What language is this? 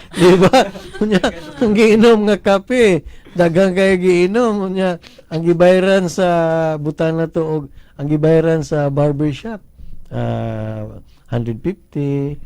Cebuano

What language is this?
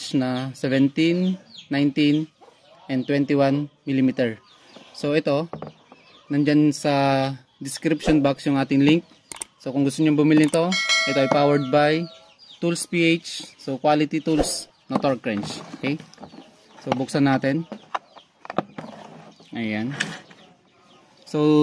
Filipino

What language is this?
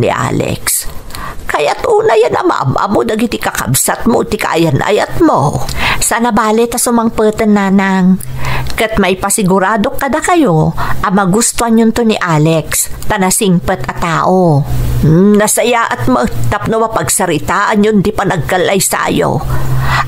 Iloko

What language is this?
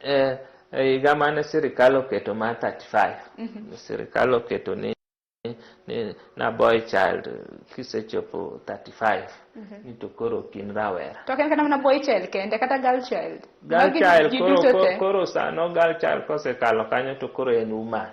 Luo (Kenya and Tanzania)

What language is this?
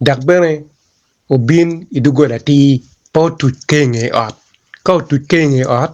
Acoli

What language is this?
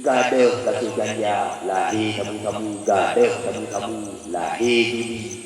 Achinese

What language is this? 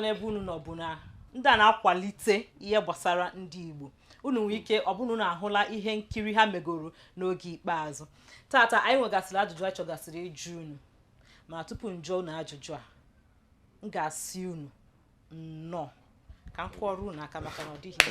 Igbo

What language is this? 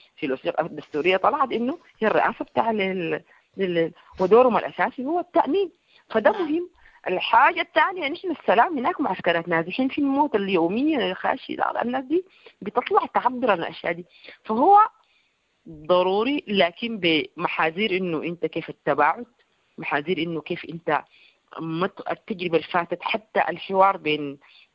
Sudanese Arabic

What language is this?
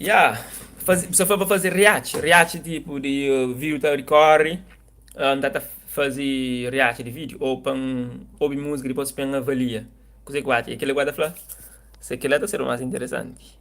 Kabuverdianu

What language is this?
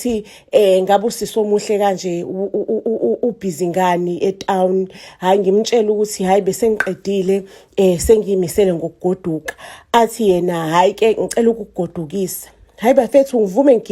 Zulu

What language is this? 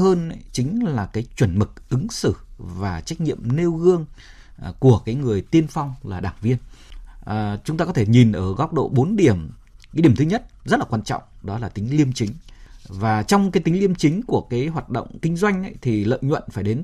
Vietnamese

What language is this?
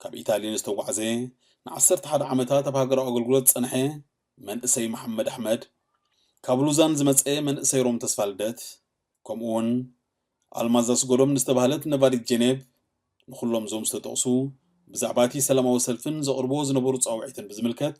Tigrinya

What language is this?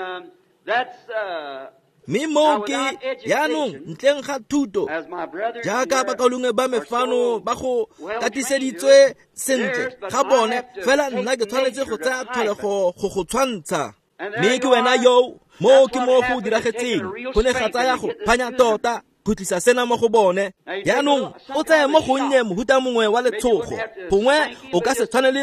Tswana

